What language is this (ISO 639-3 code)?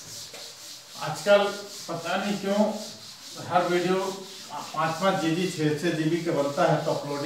hin